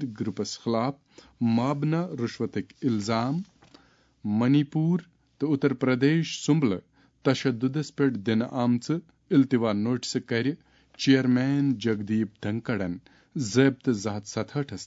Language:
Kashmiri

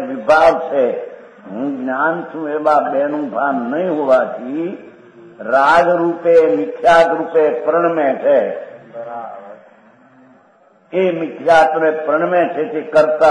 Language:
Gujarati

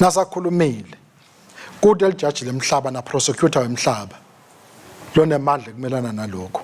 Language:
Swati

